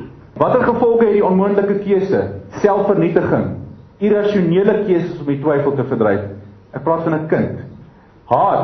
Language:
Afrikaans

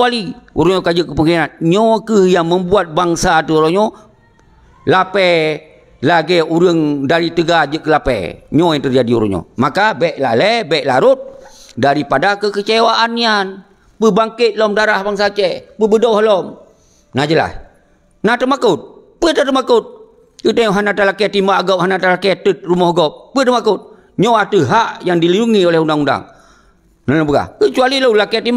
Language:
Achinese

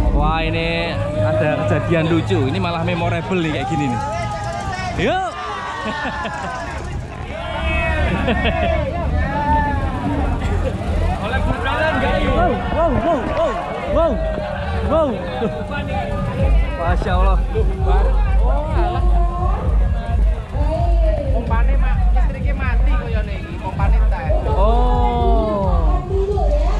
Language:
Indonesian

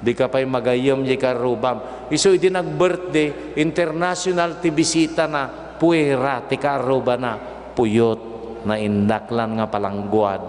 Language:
Iloko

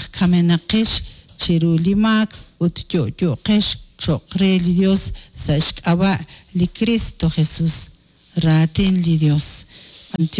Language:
Kekchí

